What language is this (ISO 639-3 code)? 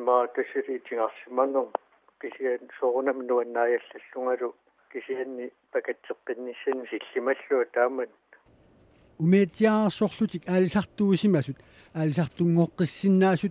kal